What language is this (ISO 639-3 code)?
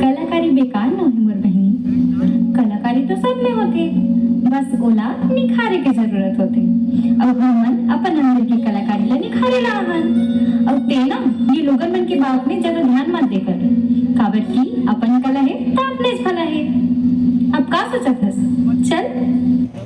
hne